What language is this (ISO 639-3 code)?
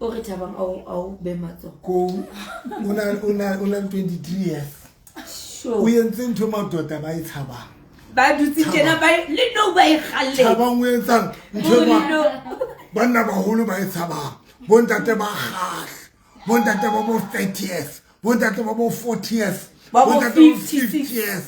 sot